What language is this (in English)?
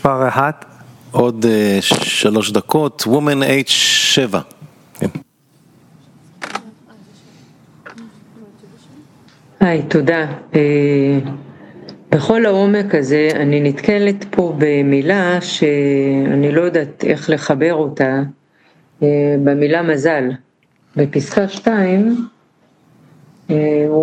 Hebrew